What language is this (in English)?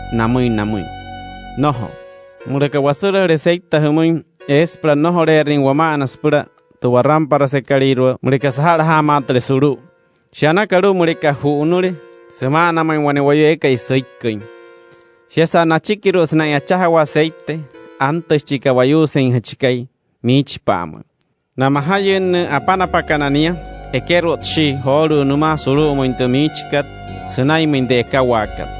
Wayuu